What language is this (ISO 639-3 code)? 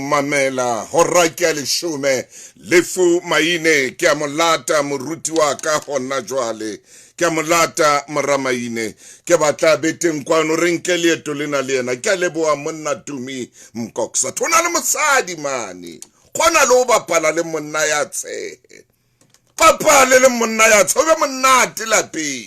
sot